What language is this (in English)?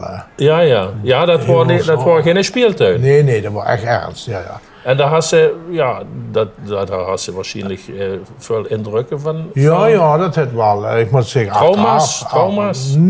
Limburgish